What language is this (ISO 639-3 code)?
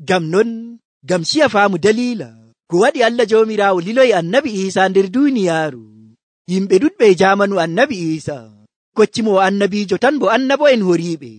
fuv